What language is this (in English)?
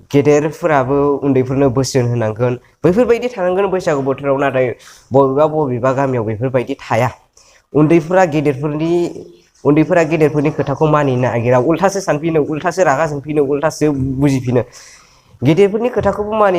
Bodo